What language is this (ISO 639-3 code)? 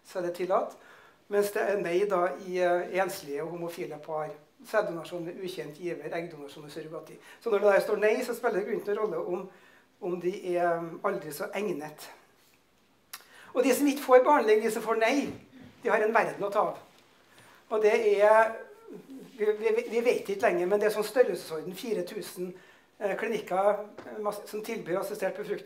nor